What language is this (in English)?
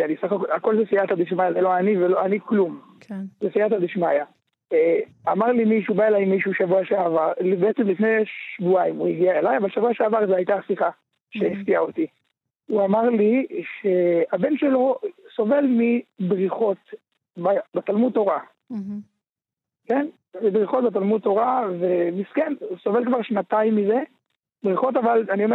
Hebrew